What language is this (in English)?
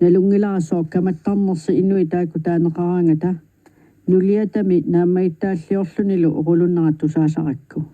Kalaallisut